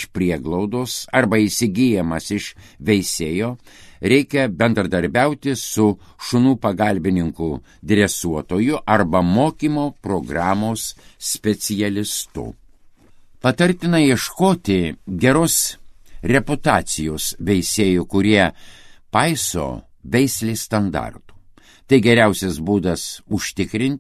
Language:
Lithuanian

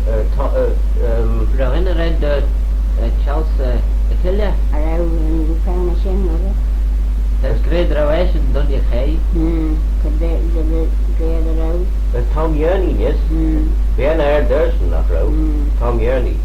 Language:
Manx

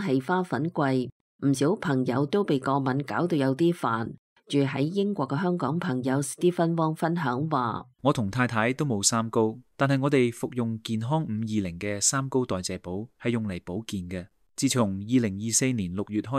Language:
Cantonese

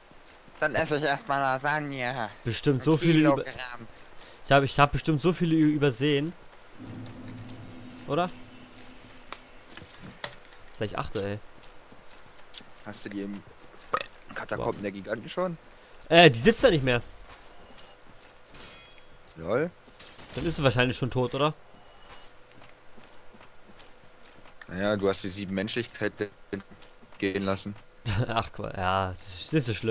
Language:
German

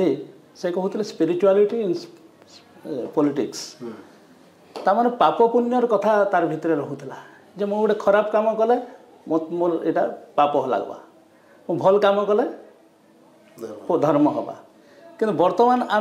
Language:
Odia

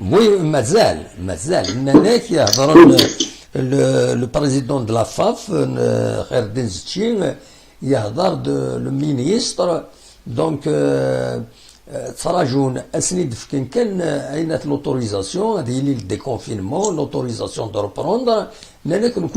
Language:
Kabyle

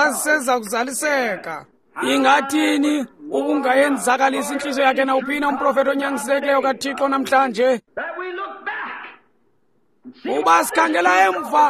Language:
Xhosa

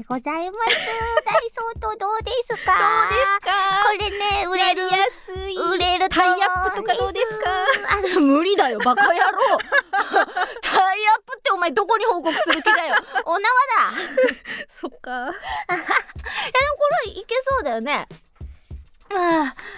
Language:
Japanese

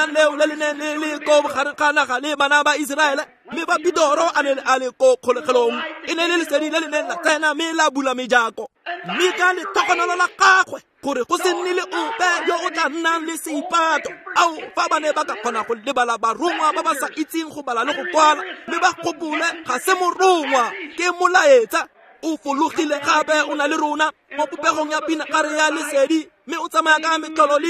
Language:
Tswana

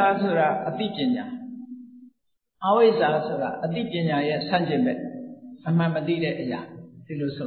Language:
Burmese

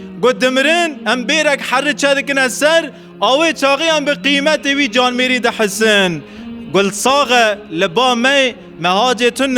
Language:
Kurdish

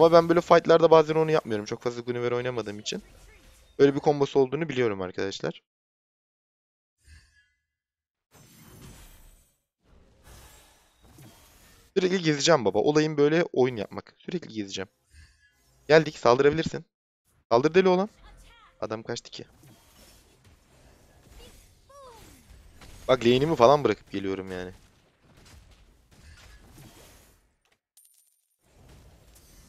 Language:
Turkish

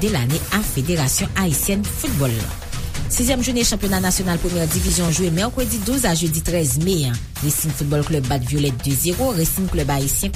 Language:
Haitian Creole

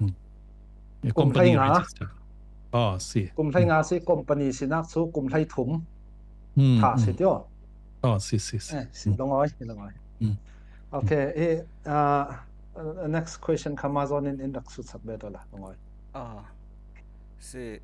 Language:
Falam Chin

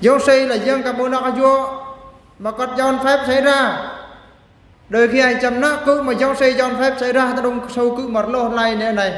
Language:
Eastern Bru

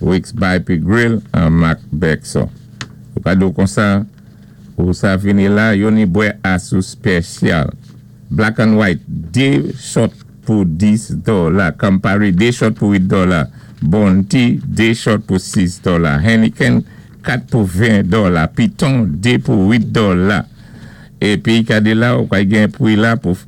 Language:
Saint Lucian Creole French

